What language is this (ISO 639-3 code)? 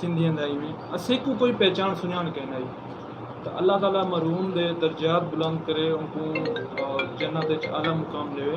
skr